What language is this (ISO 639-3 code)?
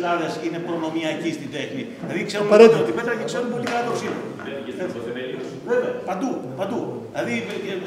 ell